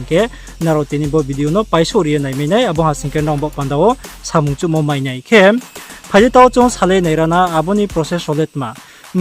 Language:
Riang (India)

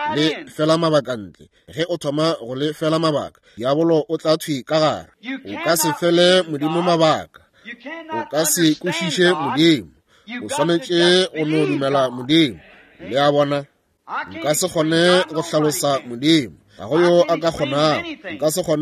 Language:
Northern Sotho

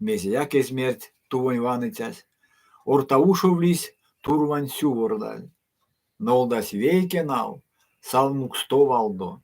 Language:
Erzya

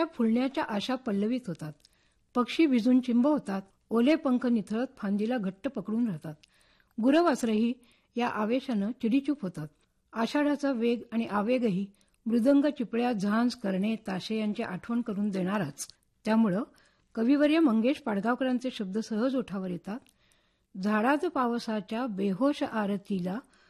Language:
Marathi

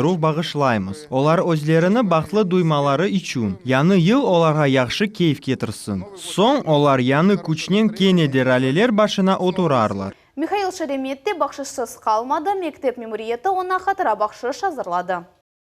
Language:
Crimean Tatar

